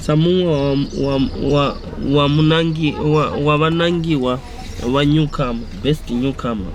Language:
Venda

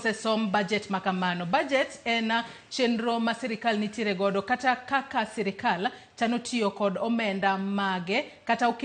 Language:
Luo (Kenya and Tanzania)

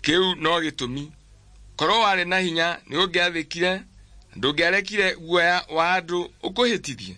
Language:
Kikuyu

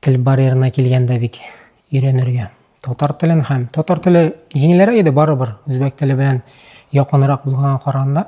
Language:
Tatar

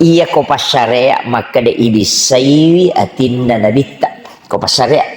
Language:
Buginese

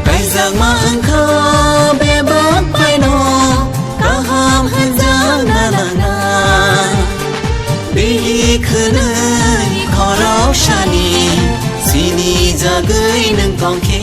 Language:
Kok Borok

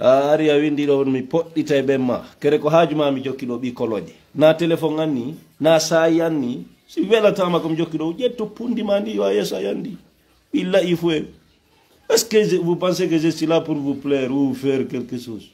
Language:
Fula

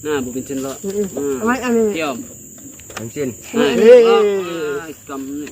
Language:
Banjar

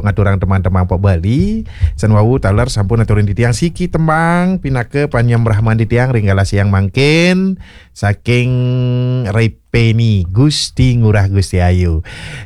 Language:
Balinese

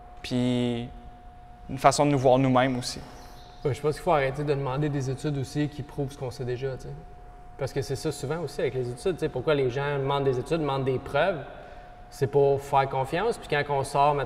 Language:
French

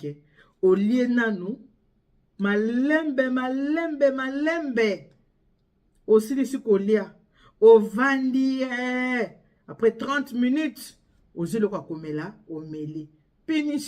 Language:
Lingala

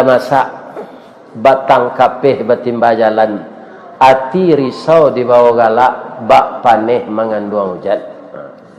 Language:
Minangkabau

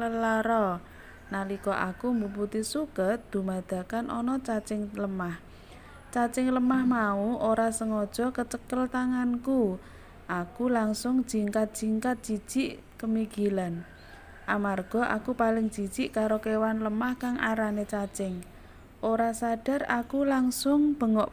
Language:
Javanese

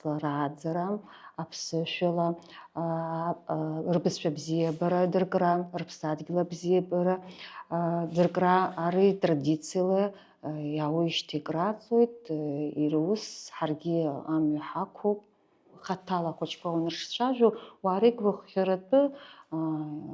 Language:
Abkhazian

